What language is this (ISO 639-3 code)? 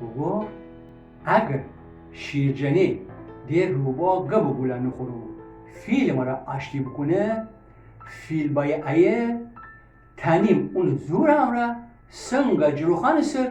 glk